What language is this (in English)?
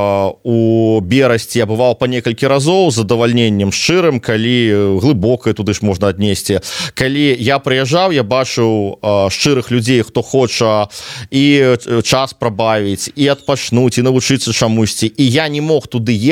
Belarusian